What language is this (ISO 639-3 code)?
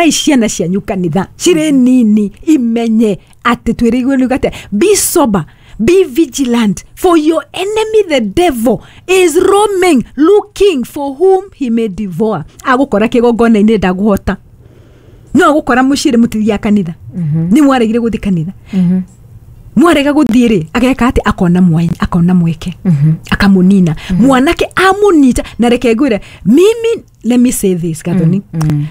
kik